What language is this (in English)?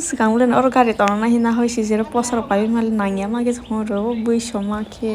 Kok Borok